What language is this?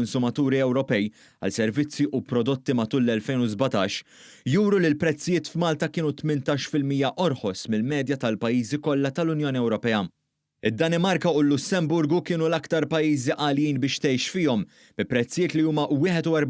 Maltese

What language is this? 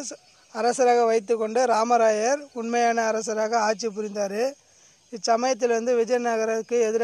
Tamil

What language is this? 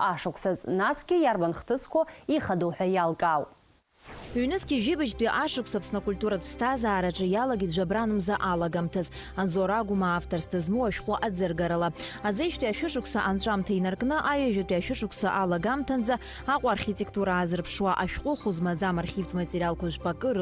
Abkhazian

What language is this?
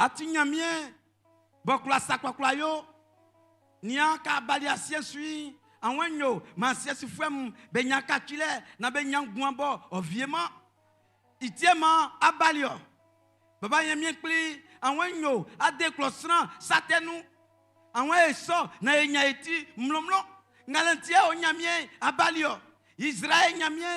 Baoulé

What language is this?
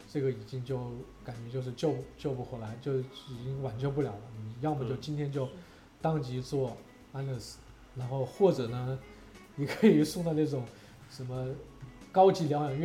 Chinese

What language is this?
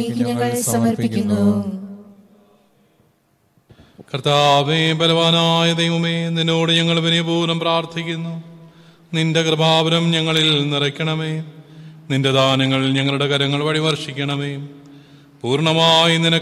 Malayalam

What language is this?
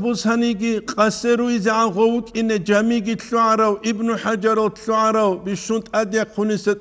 Avaric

